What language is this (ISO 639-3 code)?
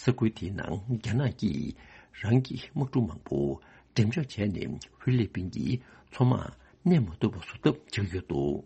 bod